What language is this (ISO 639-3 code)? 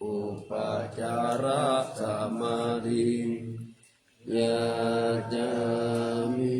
pli